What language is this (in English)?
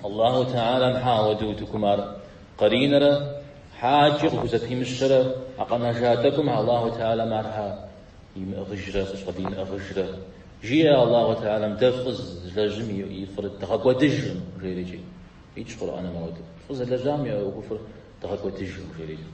Kabardian